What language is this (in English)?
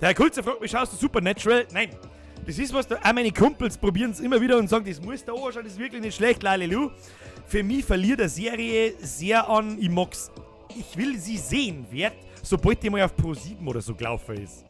Bavarian